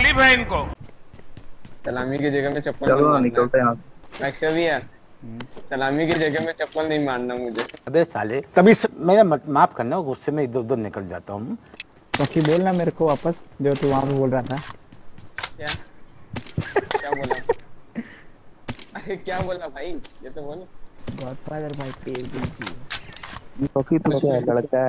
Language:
Hindi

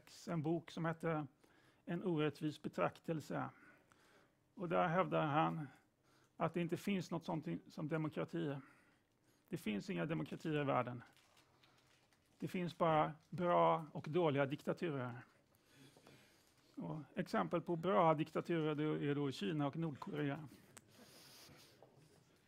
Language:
Swedish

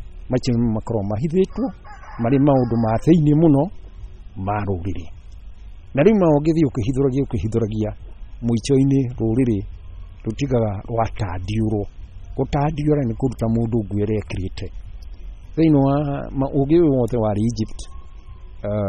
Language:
Kikuyu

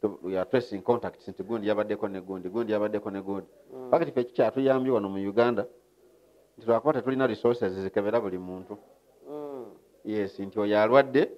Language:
Ganda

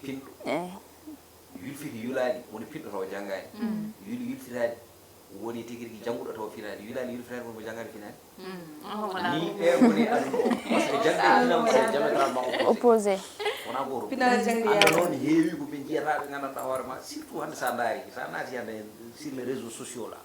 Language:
Fula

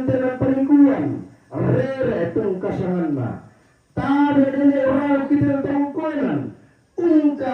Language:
Toraja-Sa'dan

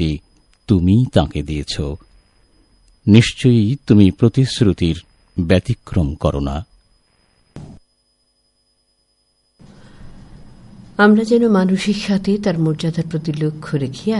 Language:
Bangla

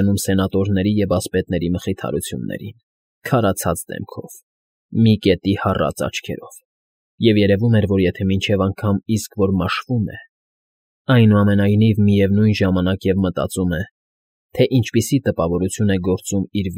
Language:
Armenian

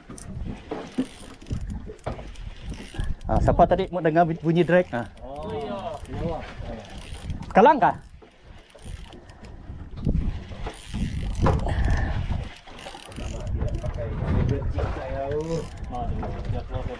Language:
Malay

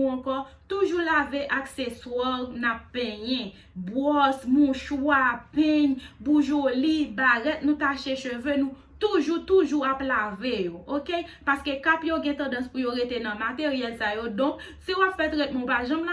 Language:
Haitian Creole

